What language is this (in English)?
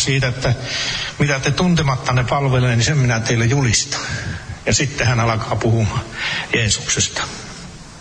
Finnish